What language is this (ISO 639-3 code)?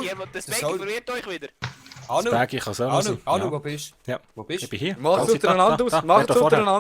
gsw